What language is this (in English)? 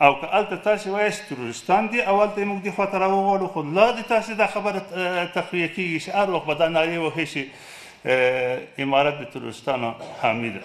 Pashto